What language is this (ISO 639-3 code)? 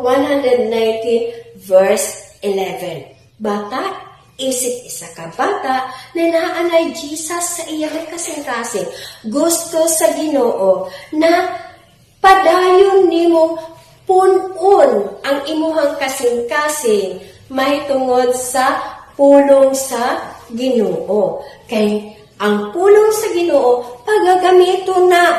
ceb